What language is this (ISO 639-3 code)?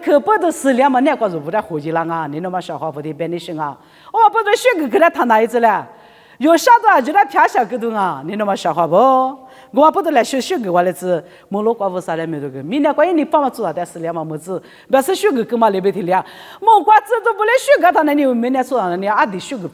lis